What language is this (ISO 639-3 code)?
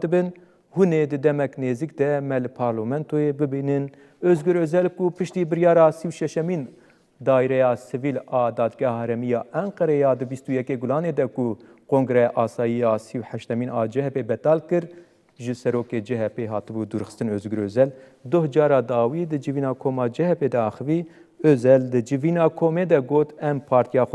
kur